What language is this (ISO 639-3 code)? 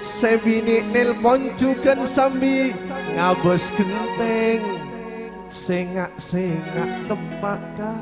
mad